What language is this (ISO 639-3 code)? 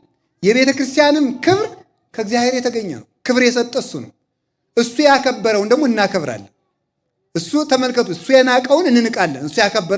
amh